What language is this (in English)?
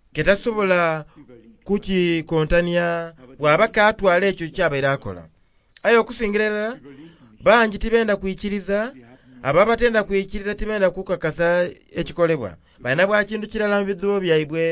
Soga